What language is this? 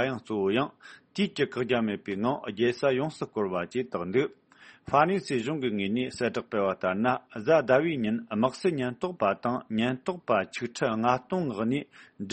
Tibetan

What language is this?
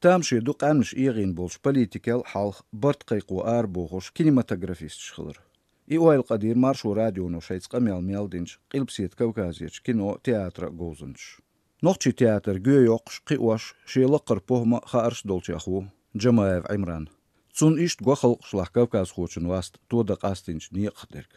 Chechen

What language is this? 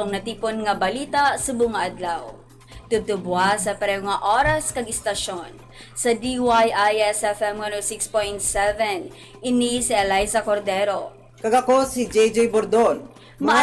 Hiligaynon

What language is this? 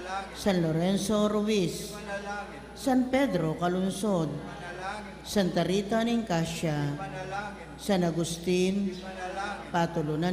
Pampanga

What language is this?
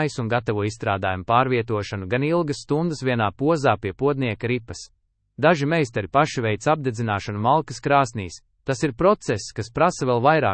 Latvian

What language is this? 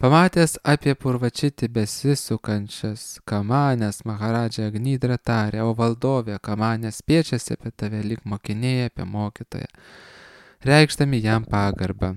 Lithuanian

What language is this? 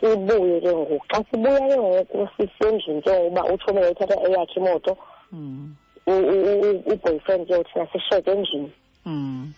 Xhosa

